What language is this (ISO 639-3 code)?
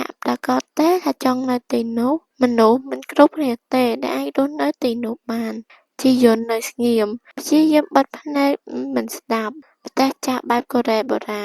khm